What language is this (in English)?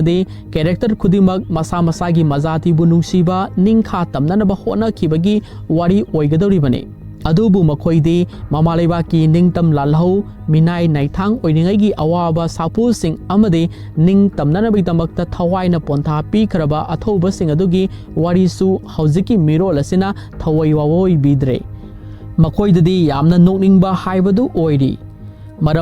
Manipuri